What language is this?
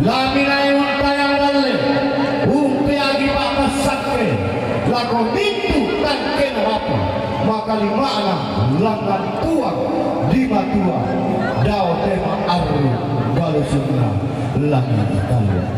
Toraja-Sa'dan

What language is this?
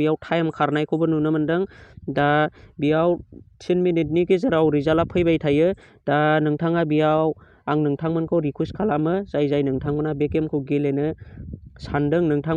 Bodo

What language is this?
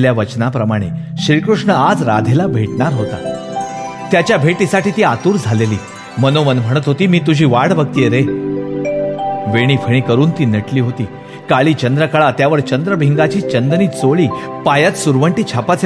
Marathi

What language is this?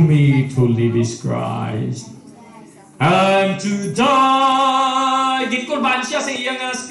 Hiligaynon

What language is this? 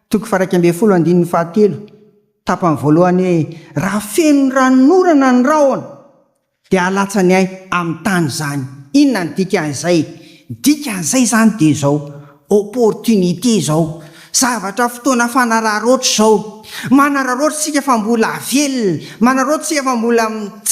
Malagasy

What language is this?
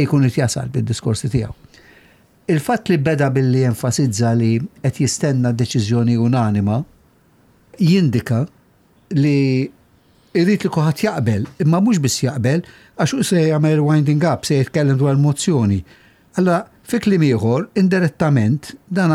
Maltese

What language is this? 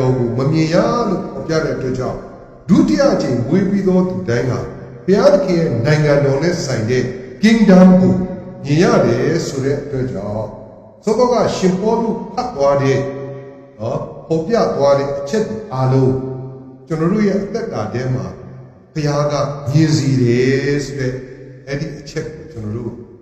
Burmese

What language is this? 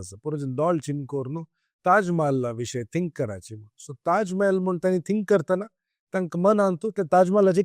Konkani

